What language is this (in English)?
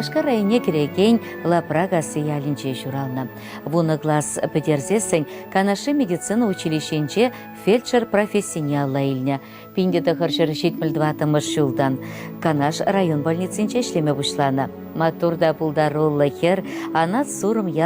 Chuvash